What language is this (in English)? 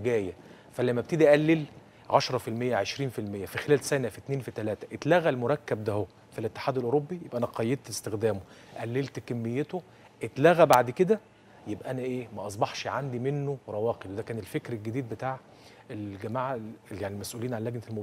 Egyptian Arabic